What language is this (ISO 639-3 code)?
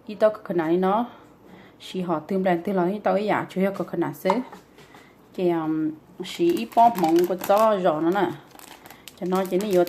hmn